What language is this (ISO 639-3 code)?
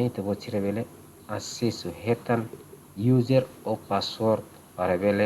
tet